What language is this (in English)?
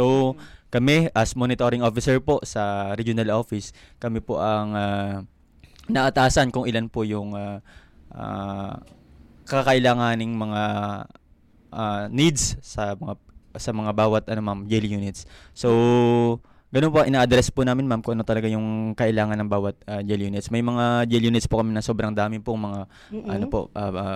Filipino